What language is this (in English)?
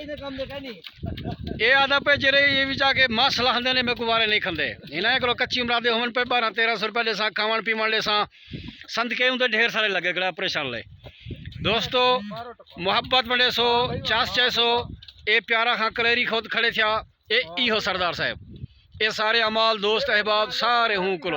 Saraiki